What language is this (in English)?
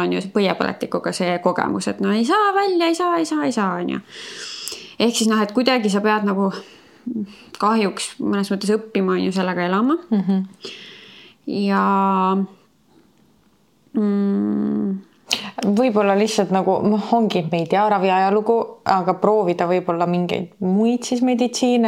Estonian